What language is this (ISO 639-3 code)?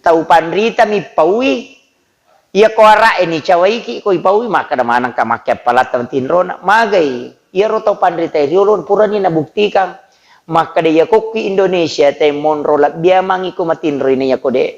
bug